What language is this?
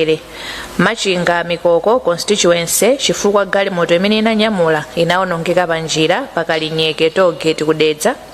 Nyanja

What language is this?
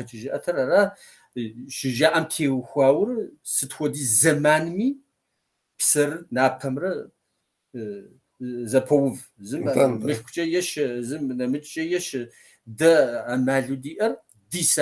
Kabardian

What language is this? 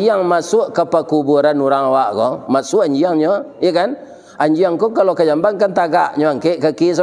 Minangkabau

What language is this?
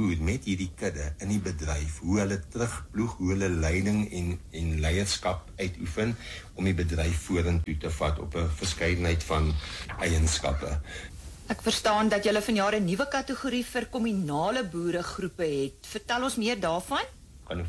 Afrikaans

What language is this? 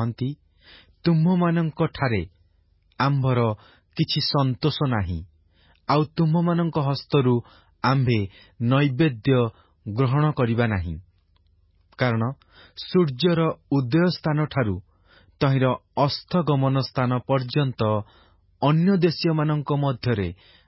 Odia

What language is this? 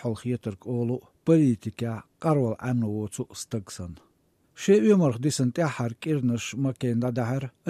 Chechen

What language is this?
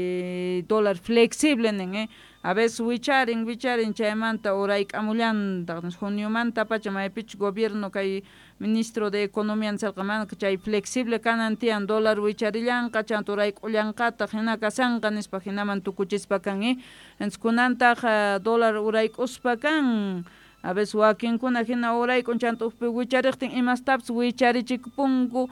South Bolivian Quechua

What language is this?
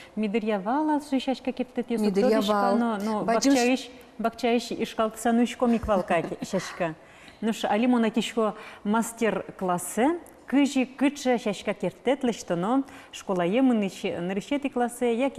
Udmurt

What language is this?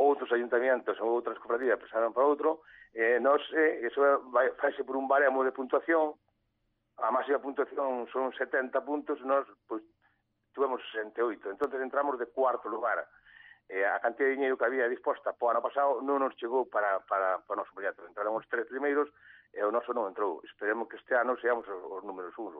Galician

